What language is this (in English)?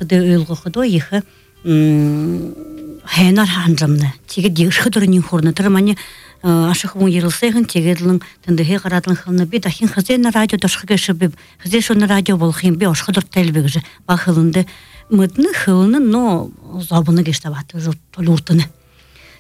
Buriat